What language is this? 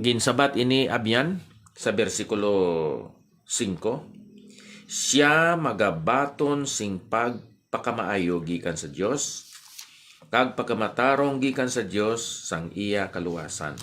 Hiligaynon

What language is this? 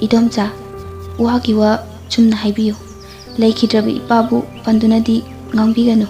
Manipuri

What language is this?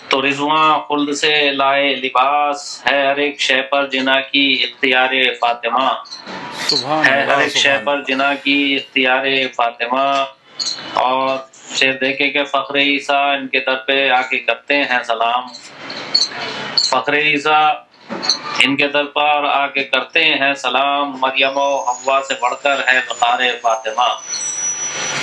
Urdu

